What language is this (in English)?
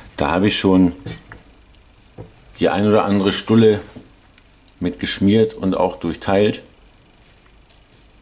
German